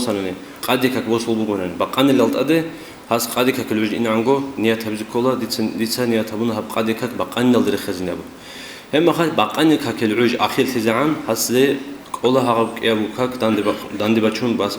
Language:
Avaric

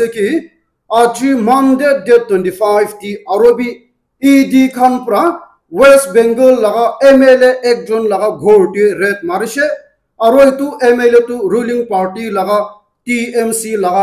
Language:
Naga Pidgin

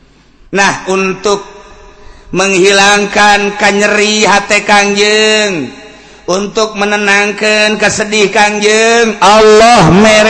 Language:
Sundanese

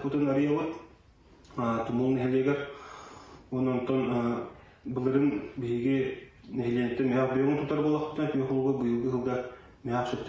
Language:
Yakut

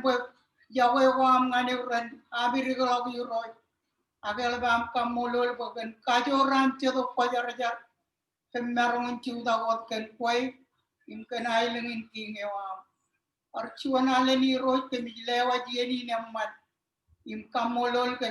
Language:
Marshallese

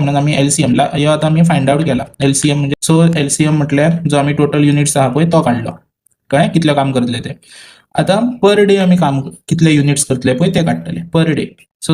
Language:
Konkani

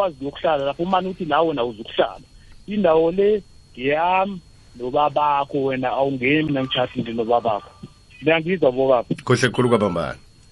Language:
South Ndebele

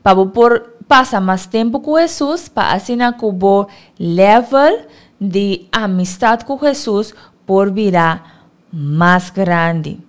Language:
Papiamento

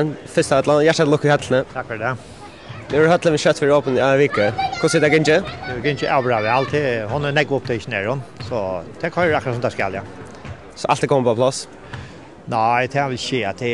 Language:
Faroese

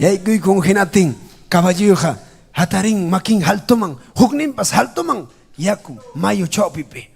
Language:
Ayacucho Quechua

